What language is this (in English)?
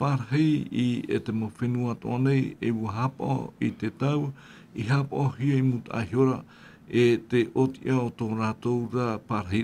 Tahitian